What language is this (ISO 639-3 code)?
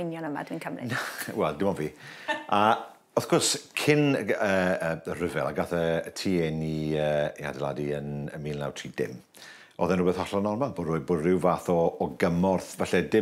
cym